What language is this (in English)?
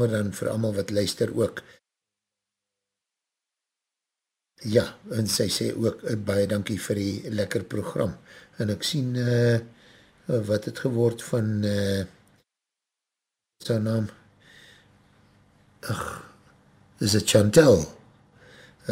Afrikaans